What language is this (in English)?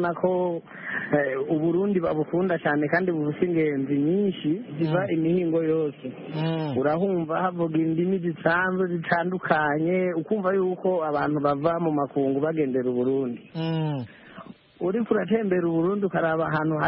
Kinyarwanda